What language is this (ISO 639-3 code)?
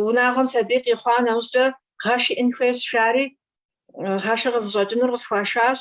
kbd